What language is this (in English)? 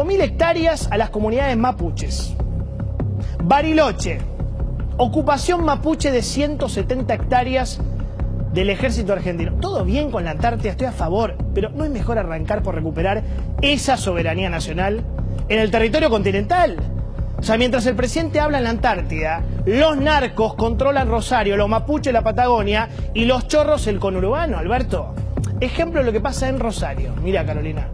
Spanish